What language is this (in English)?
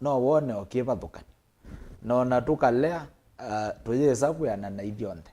Kamba